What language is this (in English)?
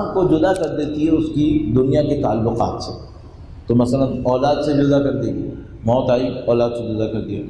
Urdu